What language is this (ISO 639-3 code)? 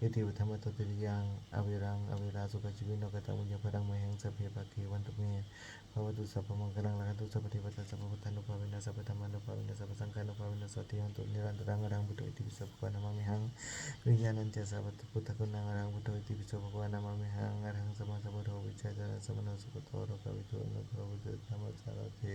pli